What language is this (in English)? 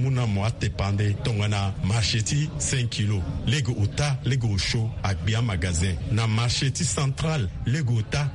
Sango